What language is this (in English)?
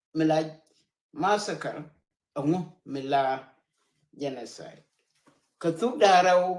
Nuer